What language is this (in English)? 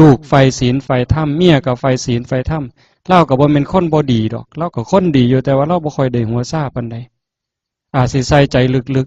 Northeastern Thai